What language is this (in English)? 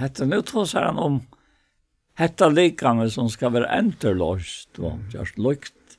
Faroese